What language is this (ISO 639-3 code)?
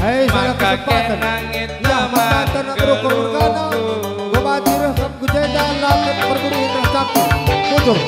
btx